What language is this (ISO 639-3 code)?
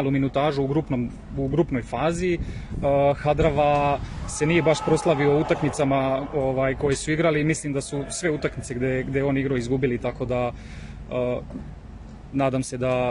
srp